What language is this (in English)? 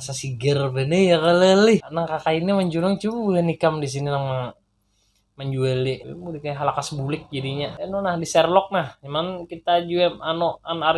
Banjar